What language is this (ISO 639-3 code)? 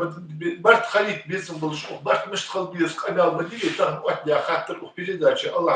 inh